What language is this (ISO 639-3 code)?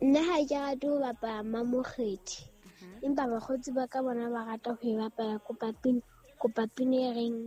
sot